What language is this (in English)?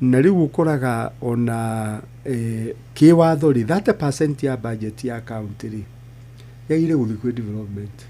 Kikuyu